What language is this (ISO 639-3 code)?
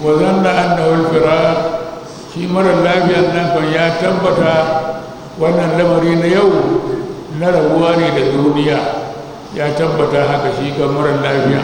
hau